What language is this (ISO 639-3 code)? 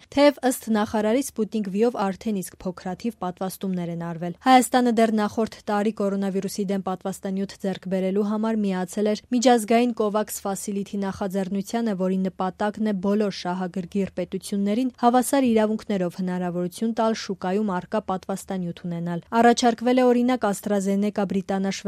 hye